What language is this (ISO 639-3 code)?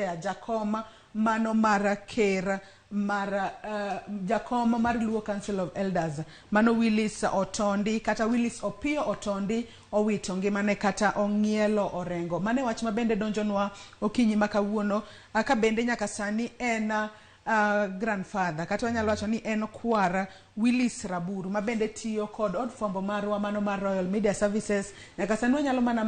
luo